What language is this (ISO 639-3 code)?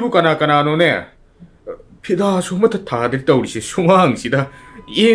mni